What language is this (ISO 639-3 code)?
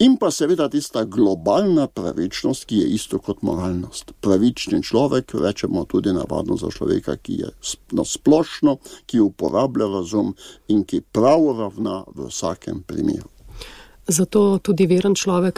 slv